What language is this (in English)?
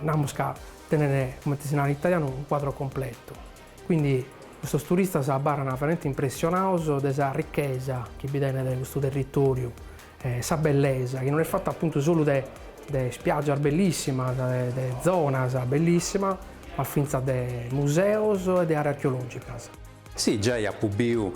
Sardinian